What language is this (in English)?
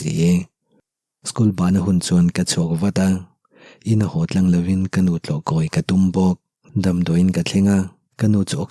Mizo